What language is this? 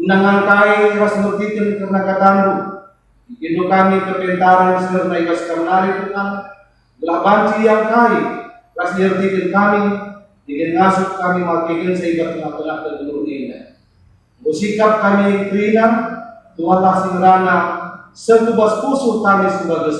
Batak Karo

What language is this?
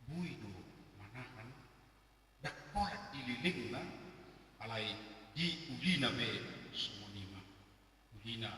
Batak Toba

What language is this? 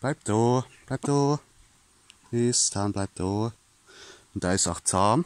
Palatine German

